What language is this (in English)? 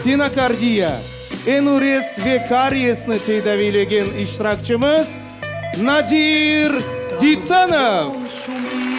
Crimean Tatar